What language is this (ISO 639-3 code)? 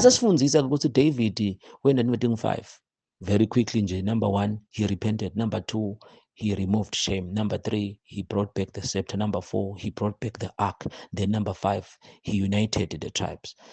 zul